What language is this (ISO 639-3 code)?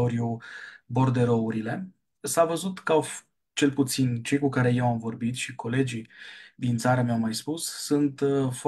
ron